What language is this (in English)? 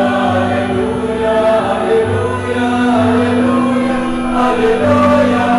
Pampanga